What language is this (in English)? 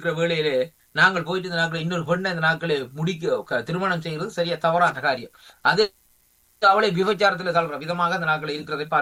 Tamil